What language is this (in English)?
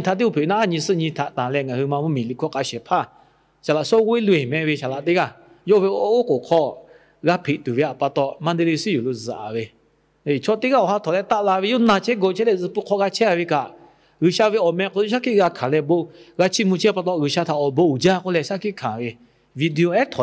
Lahu